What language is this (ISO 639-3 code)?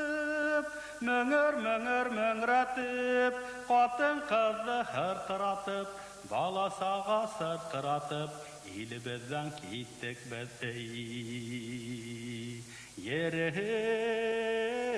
bak